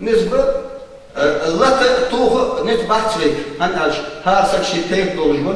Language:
Ingush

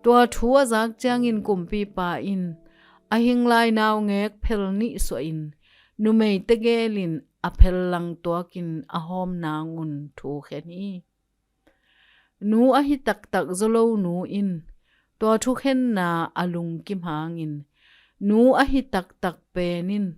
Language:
Tedim Chin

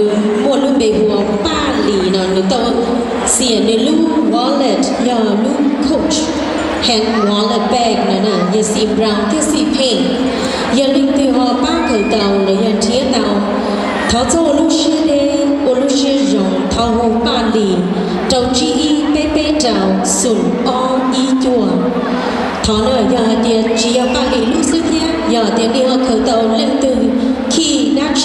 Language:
Hmong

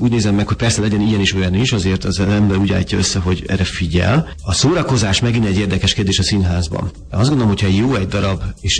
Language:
Hungarian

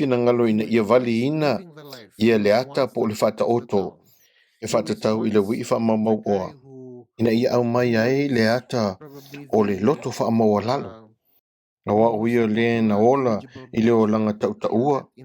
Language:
Samoan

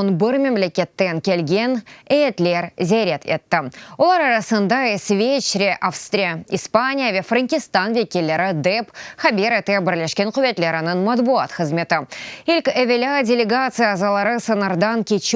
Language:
Crimean Tatar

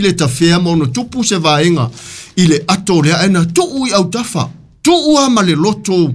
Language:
Samoan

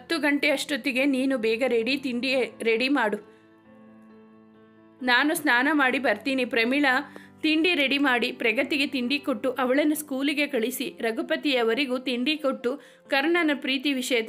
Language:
Kannada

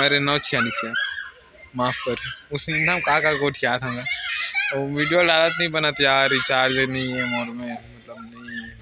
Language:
Chhattisgarhi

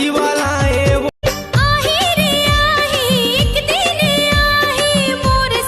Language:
Chhattisgarhi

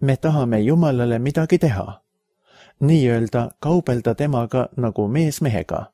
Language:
Estonian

